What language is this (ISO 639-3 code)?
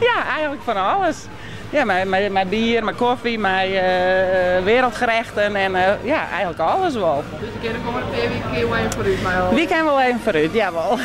fry